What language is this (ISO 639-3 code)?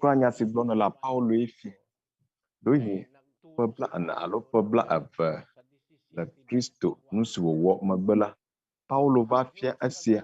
ewe